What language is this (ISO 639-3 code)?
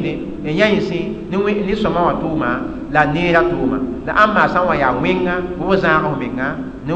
mos